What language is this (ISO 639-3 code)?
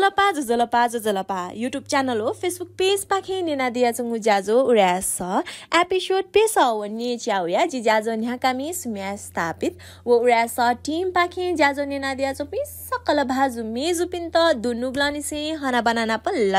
new